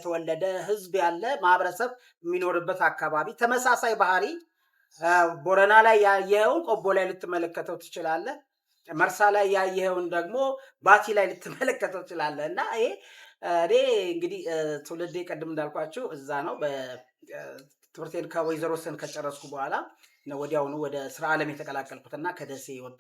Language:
Amharic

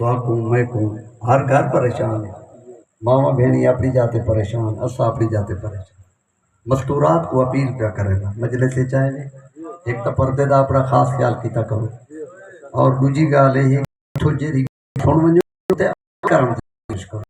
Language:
Saraiki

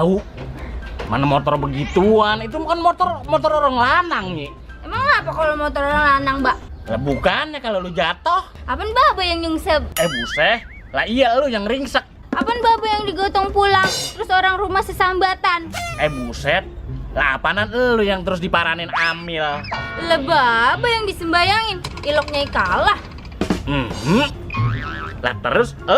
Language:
Betawi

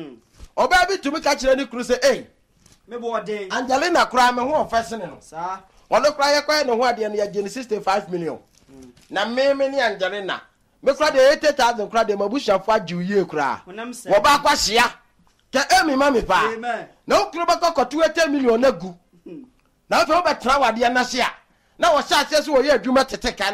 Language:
Akan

